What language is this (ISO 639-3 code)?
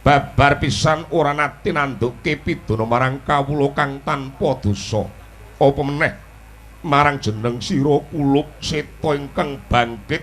jav